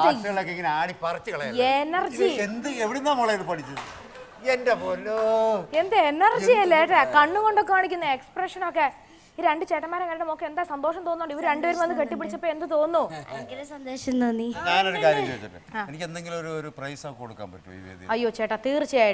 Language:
Malayalam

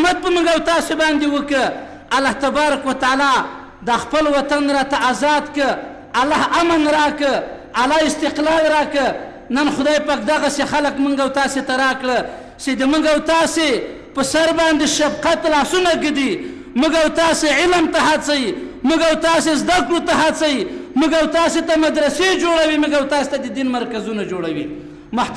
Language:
Pashto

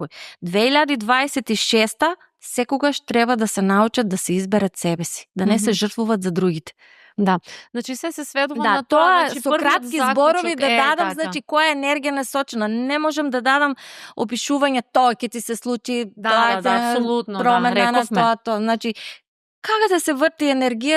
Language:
Macedonian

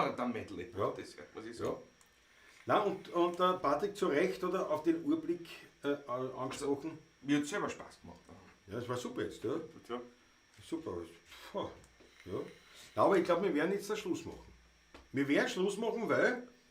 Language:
Bavarian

